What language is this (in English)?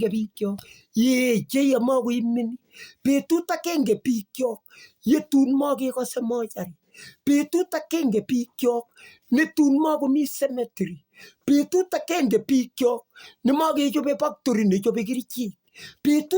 Kalenjin